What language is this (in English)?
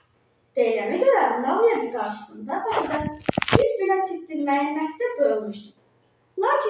Azerbaijani